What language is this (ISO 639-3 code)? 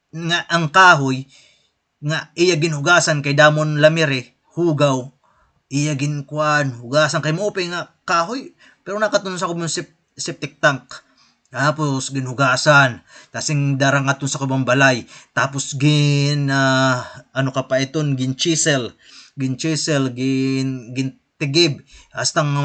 war